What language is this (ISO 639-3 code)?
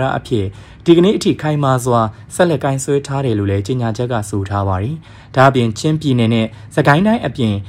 mya